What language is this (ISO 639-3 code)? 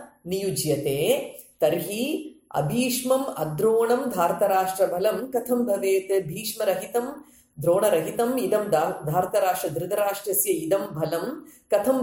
san